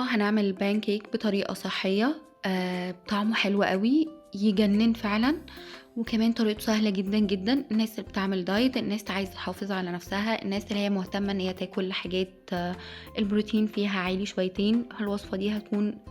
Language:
Egyptian Arabic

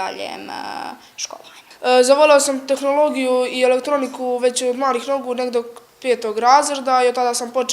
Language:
Bosnian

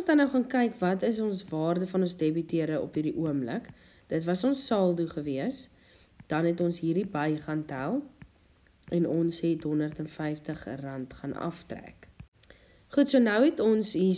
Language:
Afrikaans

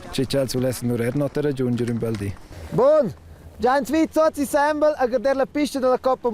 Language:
Romansh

